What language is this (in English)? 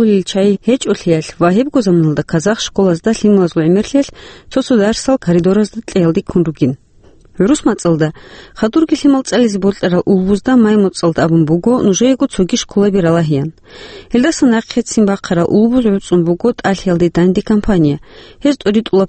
Avaric